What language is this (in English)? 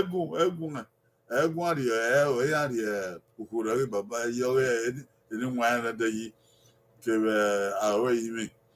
Bini